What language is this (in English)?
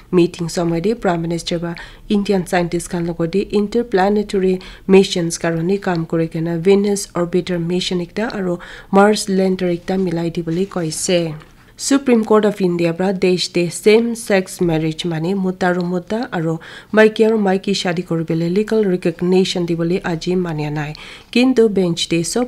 Naga Pidgin